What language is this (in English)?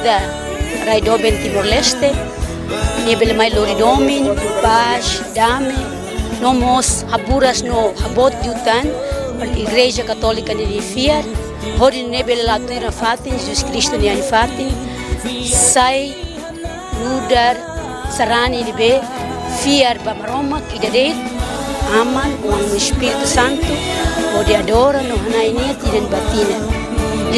Tetum